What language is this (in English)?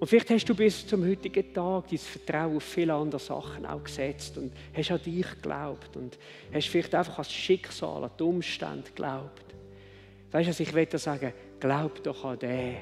Swiss German